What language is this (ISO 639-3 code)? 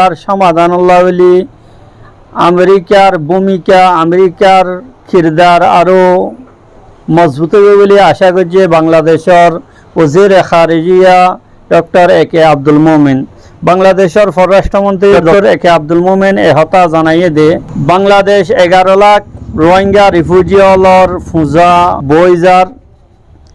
rhg